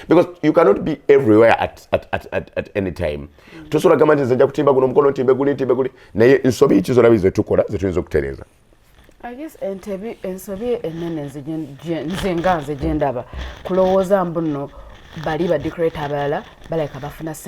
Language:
Ganda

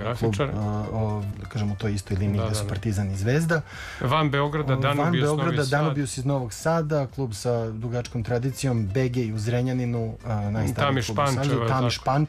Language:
Serbian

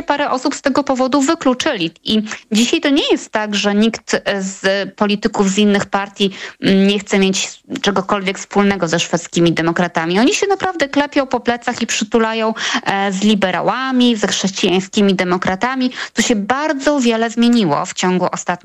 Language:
Polish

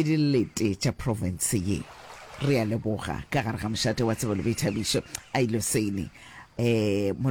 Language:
Northern Sotho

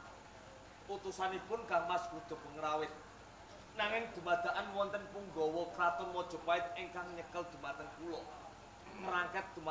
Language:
Javanese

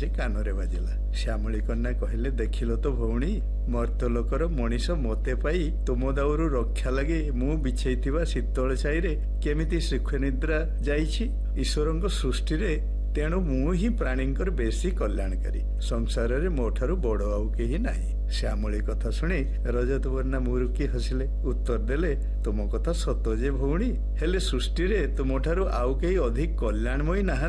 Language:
Odia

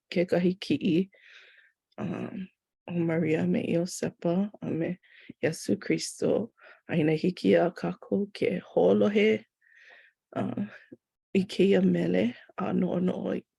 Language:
Hawaiian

